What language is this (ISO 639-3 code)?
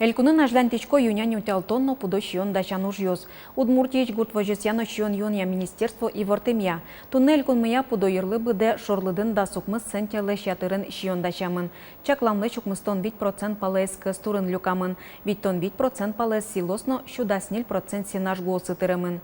udm